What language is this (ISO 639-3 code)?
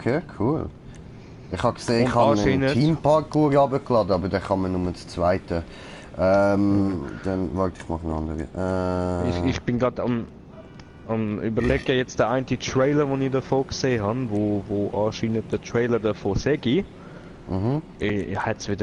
gsw